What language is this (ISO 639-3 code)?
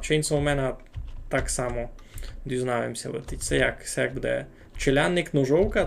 rue